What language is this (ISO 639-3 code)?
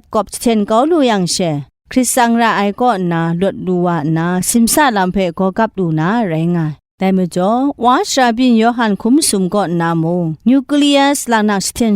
kac